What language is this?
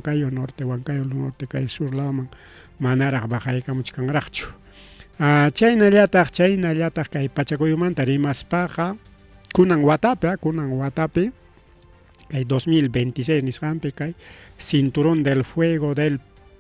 Ayacucho Quechua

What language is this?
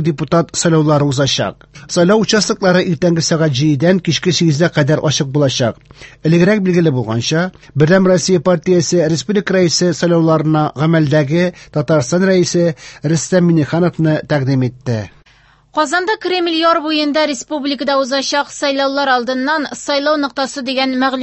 Tatar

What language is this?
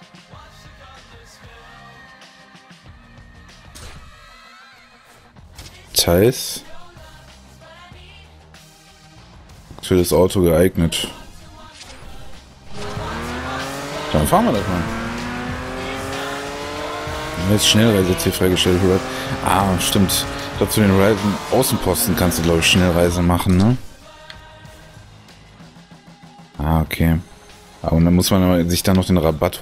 German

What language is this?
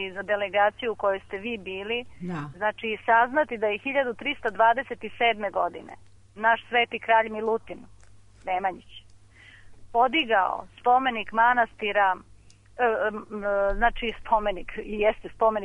Serbian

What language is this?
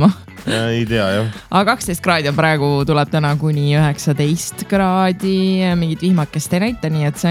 Estonian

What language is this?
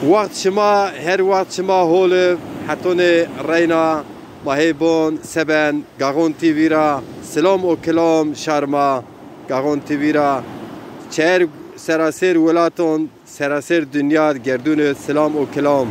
Zaza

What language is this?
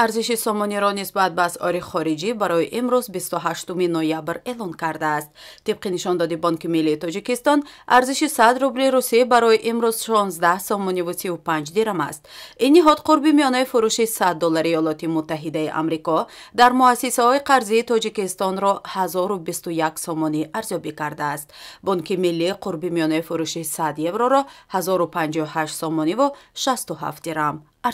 Tajik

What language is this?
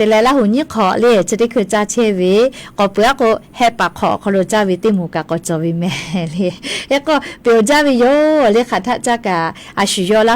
Lahu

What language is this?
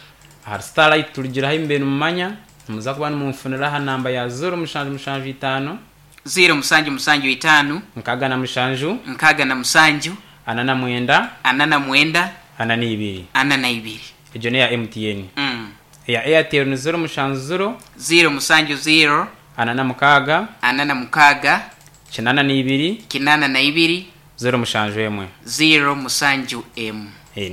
Nyankole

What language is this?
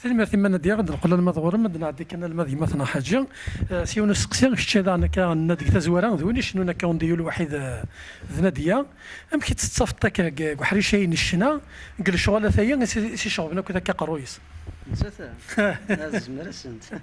Kabyle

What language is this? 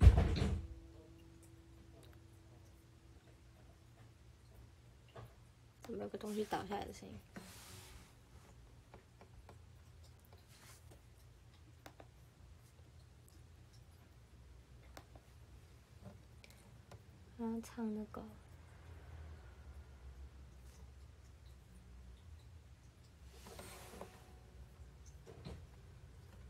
Chinese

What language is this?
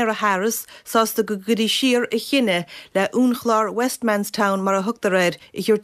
Irish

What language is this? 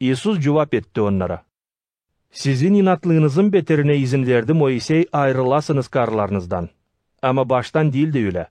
Gagauz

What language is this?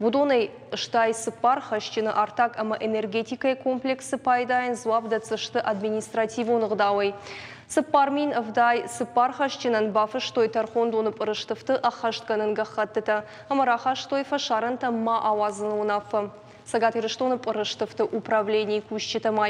Ossetic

